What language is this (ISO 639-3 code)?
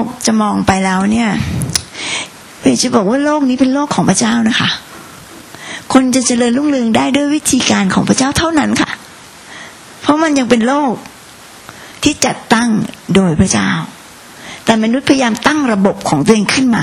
tha